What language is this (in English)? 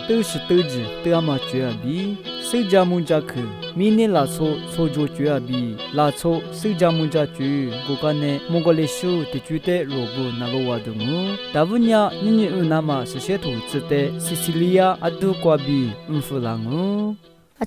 Lisu